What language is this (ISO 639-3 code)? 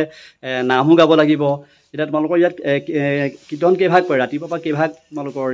asm